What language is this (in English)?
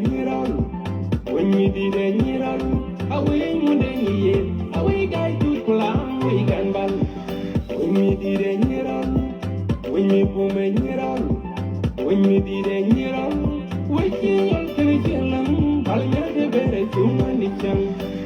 Nuer